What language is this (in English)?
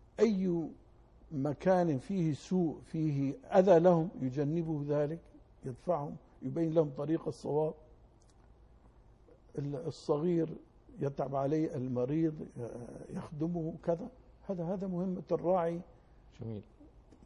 Arabic